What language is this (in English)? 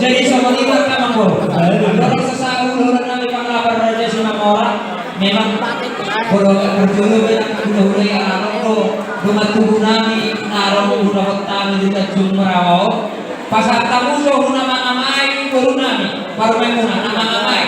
Batak Toba